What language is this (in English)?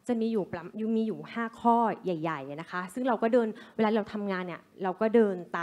Thai